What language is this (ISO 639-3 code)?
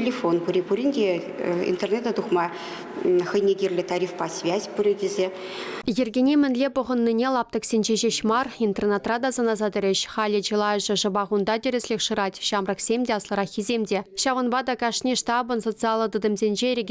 chv